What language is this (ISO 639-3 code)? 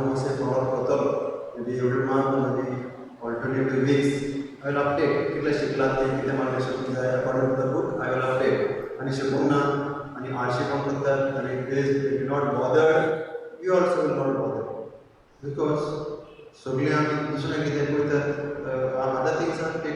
kok